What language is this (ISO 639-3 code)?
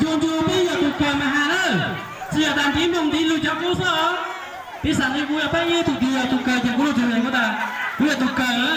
hmn